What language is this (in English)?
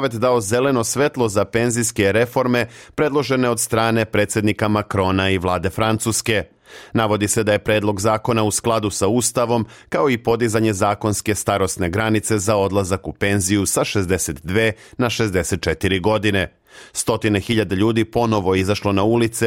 Serbian